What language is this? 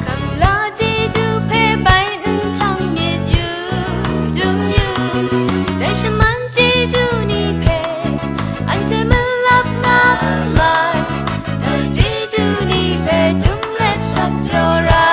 Kachin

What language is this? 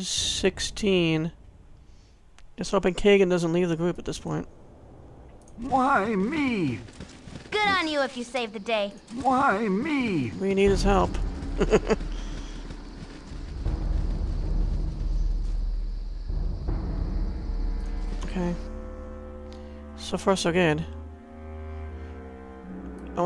English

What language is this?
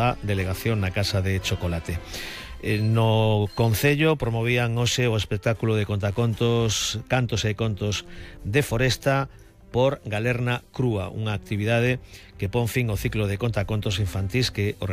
Galician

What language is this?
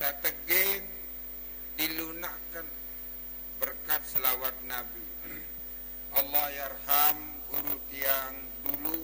Sasak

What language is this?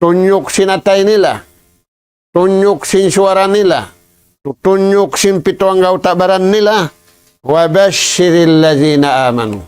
Tausug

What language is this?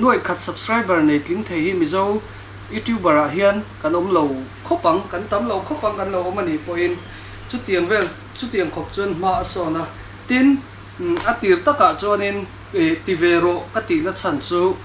Mizo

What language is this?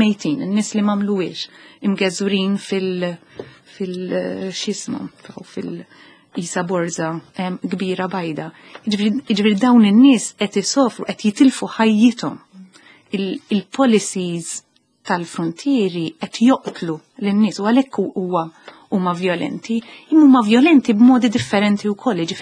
Maltese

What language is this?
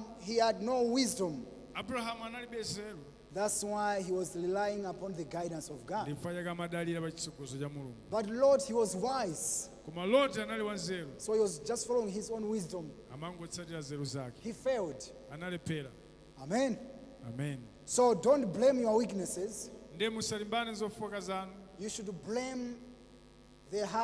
Nyanja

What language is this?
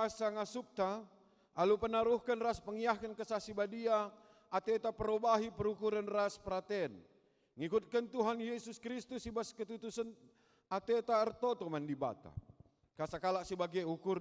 Batak Karo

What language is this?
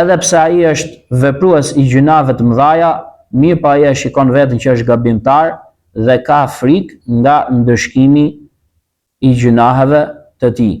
Albanian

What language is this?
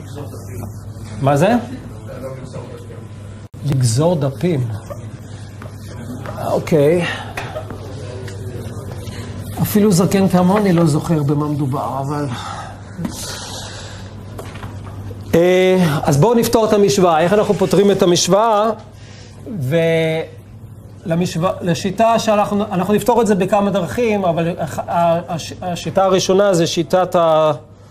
Hebrew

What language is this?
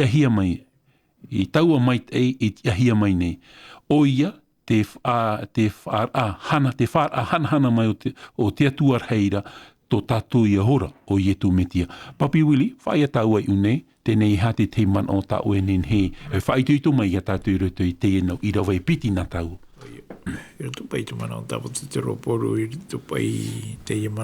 Tahitian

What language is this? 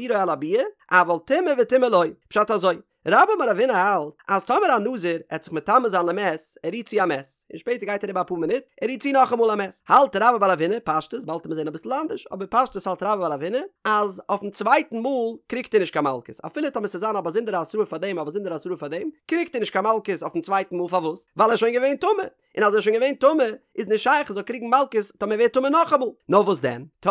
Yiddish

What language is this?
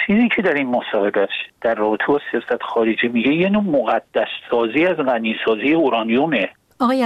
Persian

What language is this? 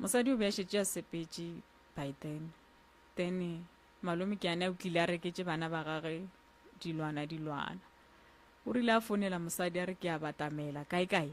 Northern Sotho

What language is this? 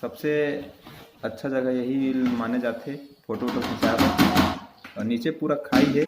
Chhattisgarhi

